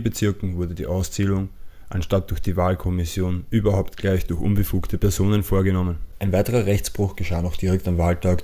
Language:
German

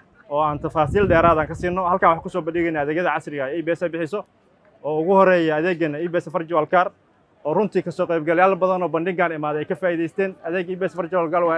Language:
Somali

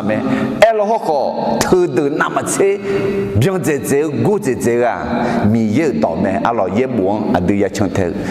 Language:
Akha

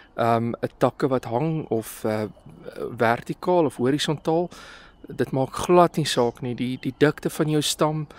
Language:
Afrikaans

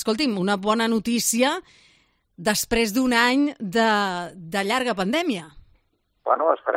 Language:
Catalan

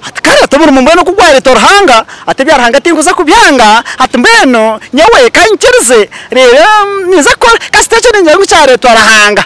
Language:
Nyankole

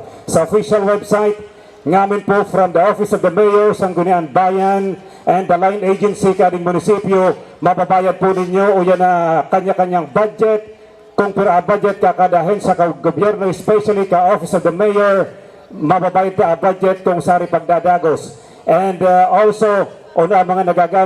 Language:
Bikol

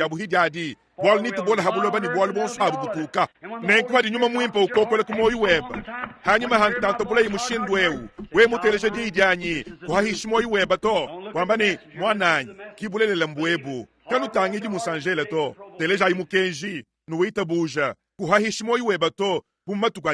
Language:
Luba-Lulua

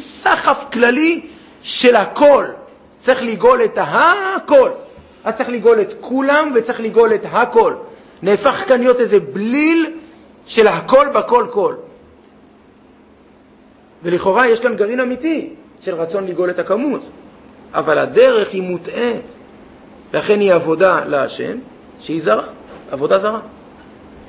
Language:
Hebrew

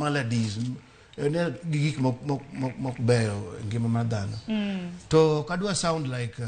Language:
Luo (Kenya and Tanzania)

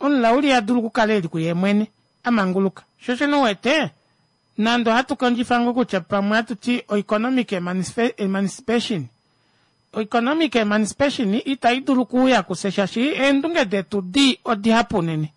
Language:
Kuanyama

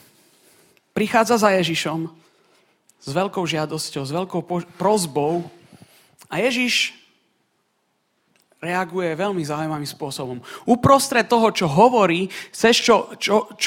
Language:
Slovak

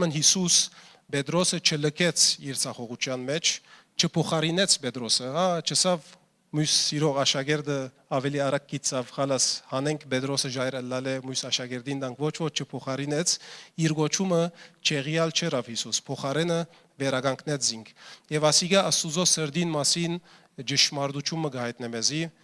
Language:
Western Armenian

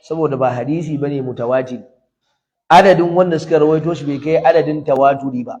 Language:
Hausa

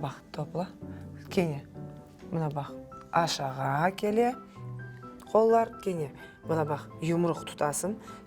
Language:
Crimean Tatar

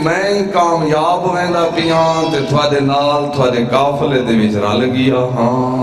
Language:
Saraiki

